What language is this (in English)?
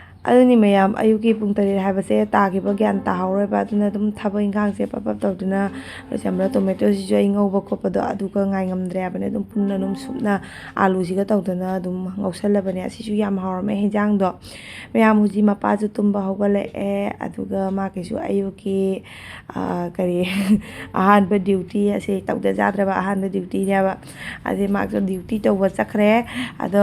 Manipuri